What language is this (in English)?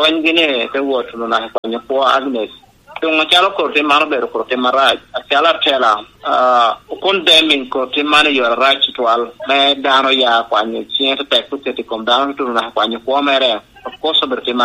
Lango (Uganda)